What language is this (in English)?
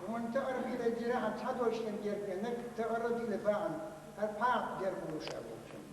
Chechen